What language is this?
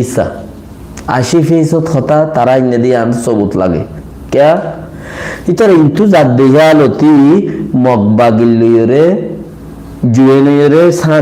Rohingya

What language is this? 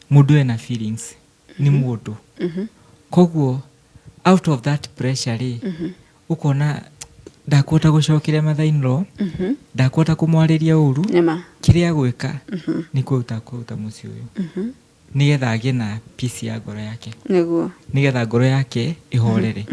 Kikuyu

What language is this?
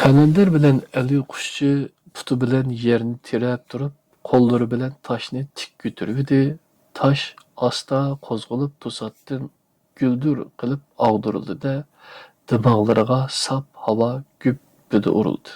Uyghur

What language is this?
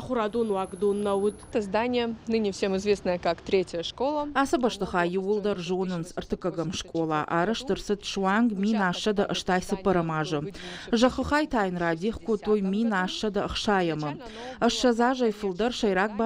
Ossetic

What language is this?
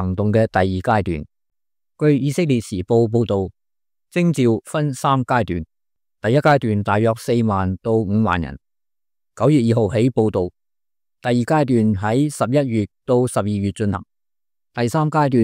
Cantonese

